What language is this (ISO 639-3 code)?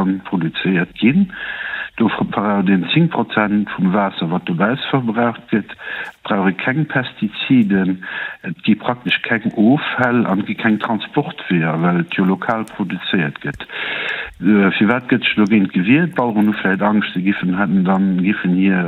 ltz